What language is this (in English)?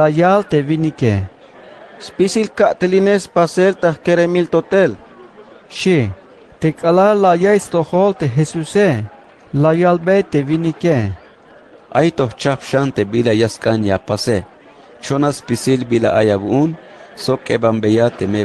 Tzeltal